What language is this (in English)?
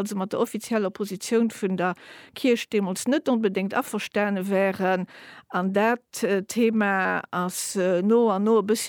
Luxembourgish